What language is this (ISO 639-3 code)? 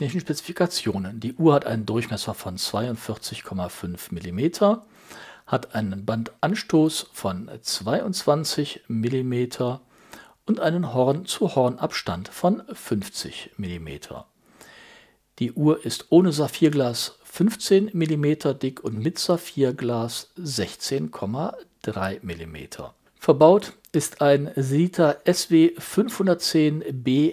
deu